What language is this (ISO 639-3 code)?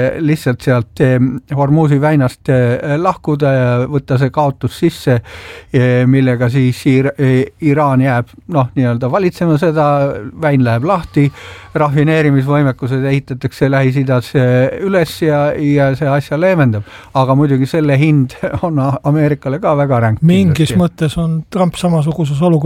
est